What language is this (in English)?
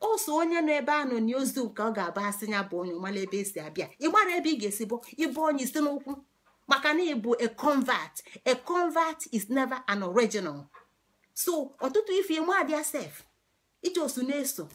Igbo